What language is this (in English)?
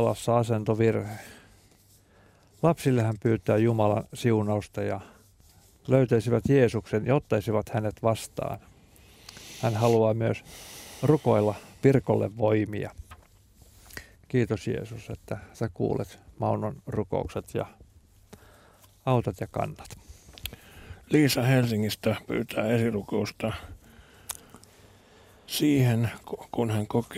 Finnish